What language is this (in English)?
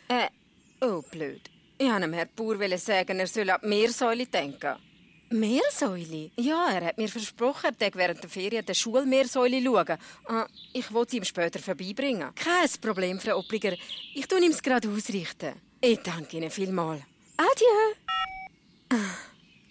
Swiss German